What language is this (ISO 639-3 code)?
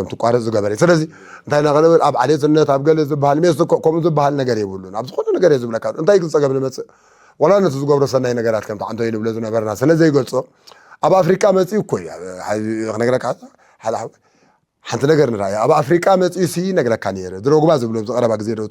tir